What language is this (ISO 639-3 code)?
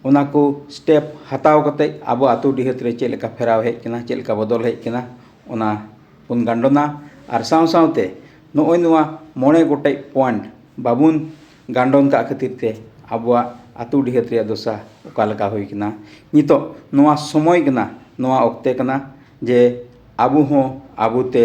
sat